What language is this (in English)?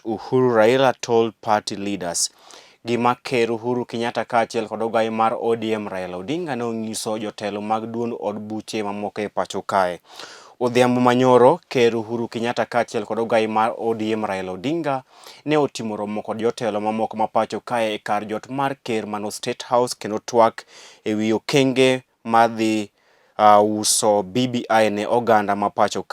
Luo (Kenya and Tanzania)